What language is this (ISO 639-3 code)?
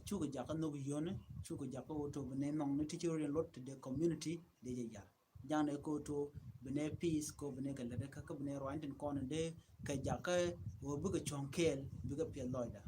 nus